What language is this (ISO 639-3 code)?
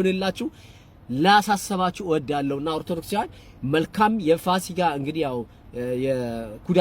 amh